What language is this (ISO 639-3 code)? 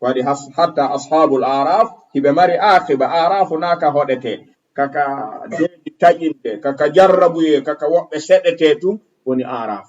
ful